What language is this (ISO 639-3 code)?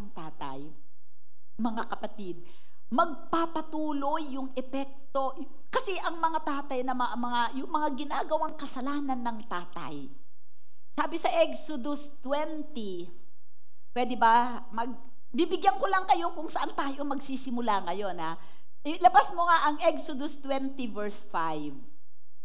fil